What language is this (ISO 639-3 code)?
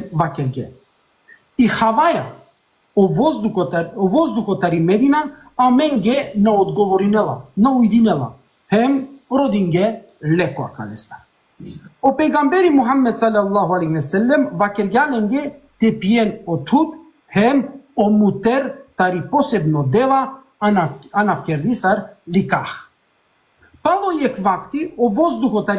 rmn